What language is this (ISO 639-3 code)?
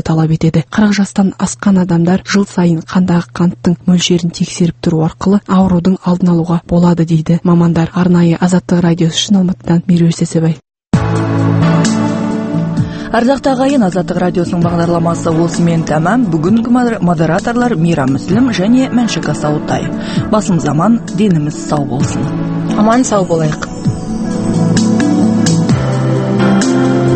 kaz